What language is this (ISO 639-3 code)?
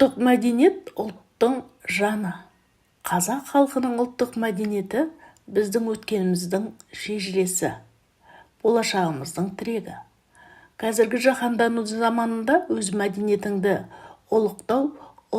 kaz